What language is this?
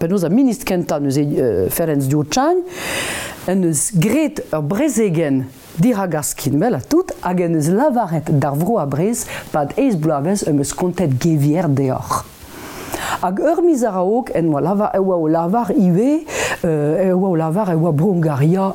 Breton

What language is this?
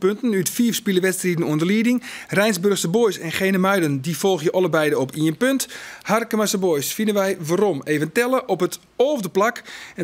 Western Frisian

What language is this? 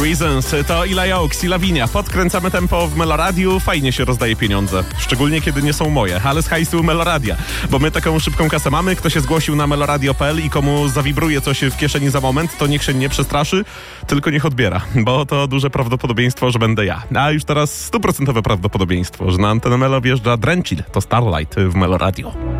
Polish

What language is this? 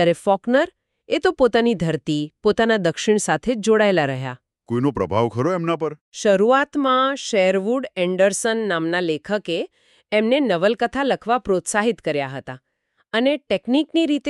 Gujarati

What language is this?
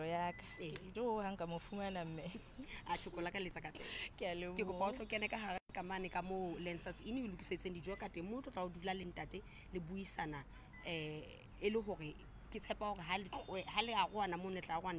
Southern Sotho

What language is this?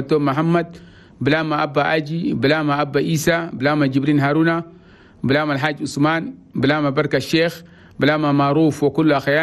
Chadian Arabic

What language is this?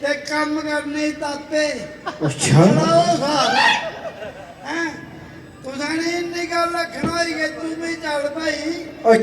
Dogri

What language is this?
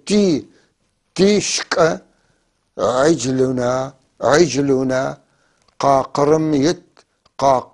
North Levantine Arabic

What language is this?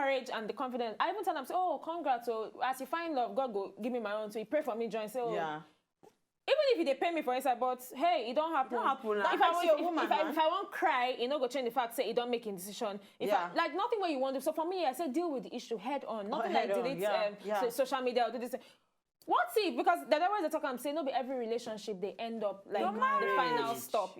Nigerian Pidgin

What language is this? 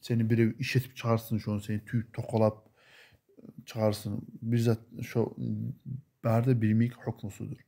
Kumyk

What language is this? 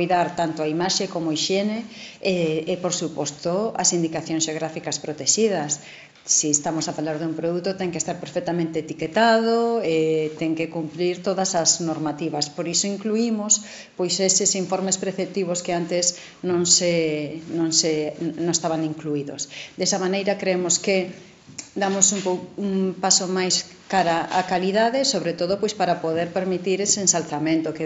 Galician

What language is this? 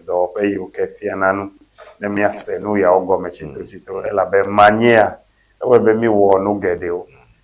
Ewe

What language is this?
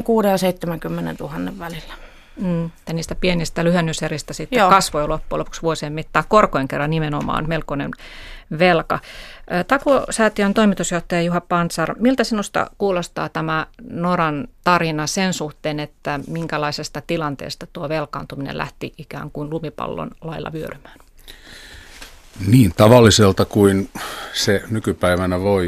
Finnish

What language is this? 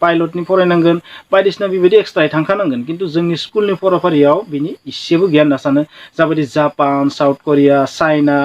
Bodo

